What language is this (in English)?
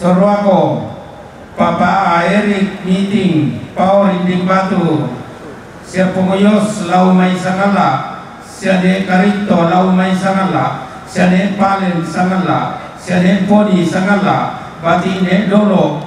Toraja-Sa'dan